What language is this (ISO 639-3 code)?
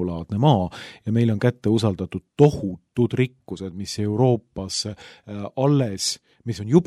est